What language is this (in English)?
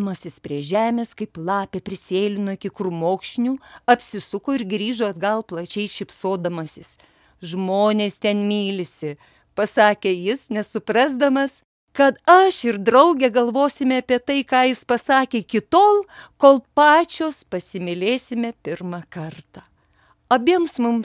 Lithuanian